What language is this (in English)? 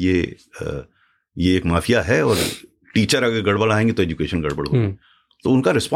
Hindi